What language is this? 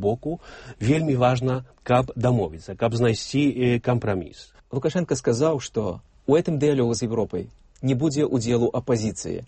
Belarusian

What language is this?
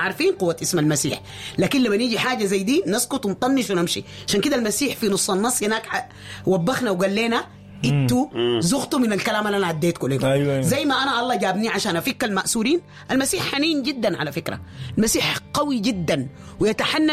Sudanese Arabic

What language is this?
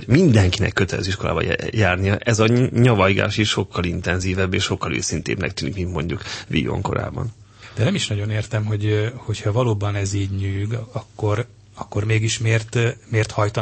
Hungarian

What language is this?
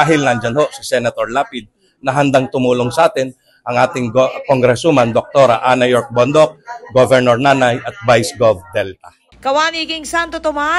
Pampanga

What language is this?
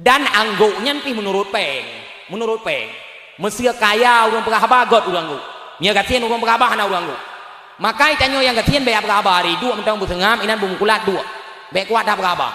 Achinese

